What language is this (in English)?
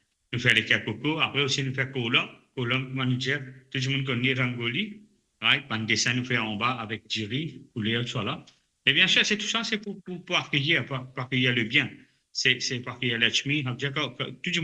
Morisyen